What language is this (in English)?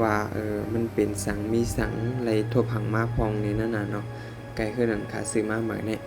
Shan